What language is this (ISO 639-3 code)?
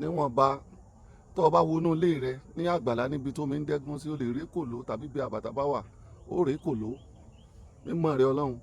yor